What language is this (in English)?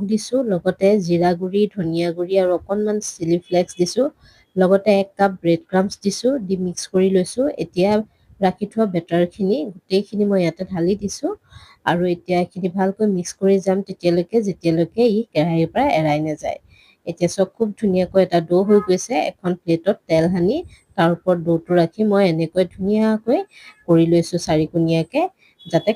Assamese